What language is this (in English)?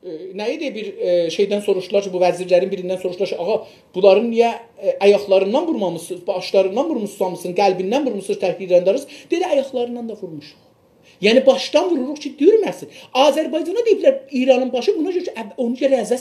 South Azerbaijani